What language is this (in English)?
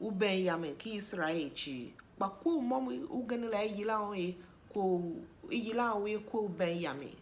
Tiv